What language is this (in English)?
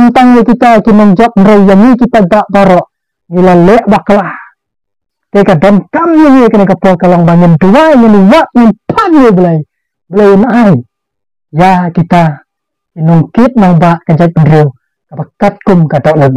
Khasi